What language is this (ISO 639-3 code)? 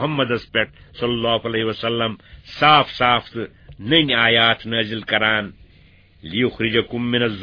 kas